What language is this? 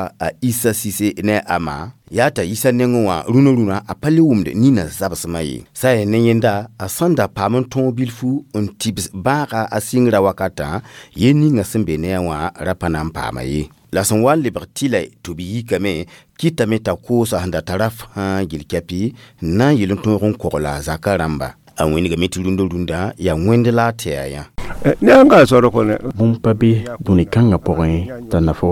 Mossi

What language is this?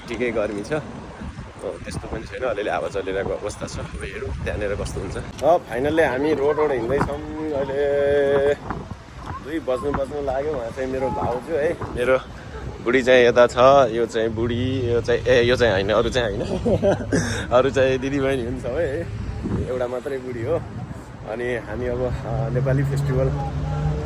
Nepali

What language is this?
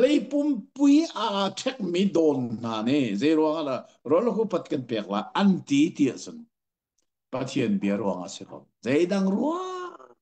Hakha Chin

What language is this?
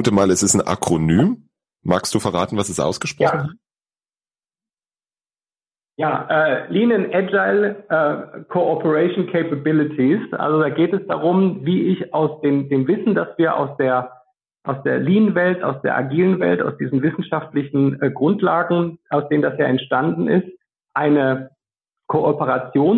German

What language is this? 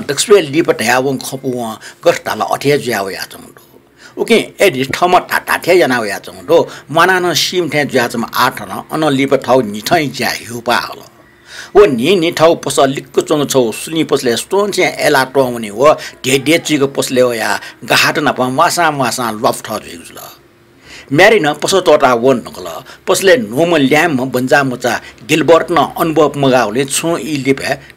Newari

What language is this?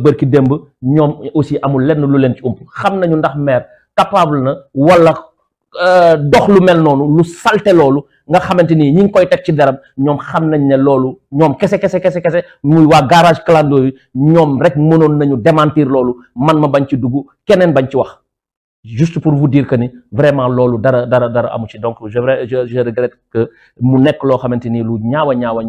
Wolof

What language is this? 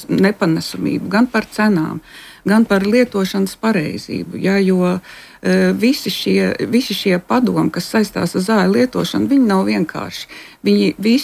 Latvian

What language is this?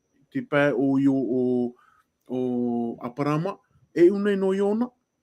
Tahitian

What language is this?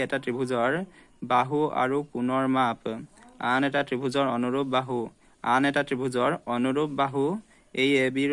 Assamese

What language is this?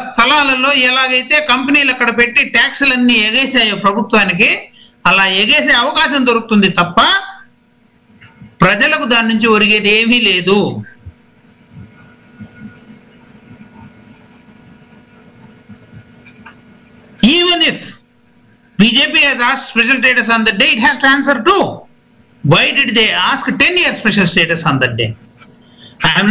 Telugu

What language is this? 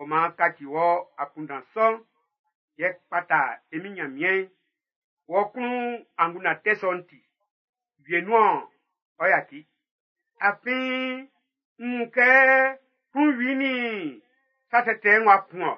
Baoulé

